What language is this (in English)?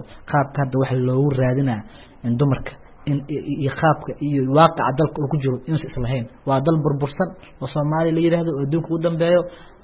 Somali